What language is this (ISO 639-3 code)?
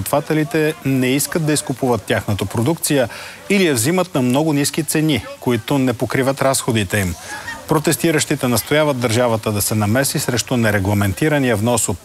bul